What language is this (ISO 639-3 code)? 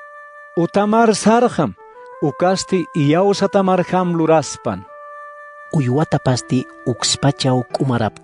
aym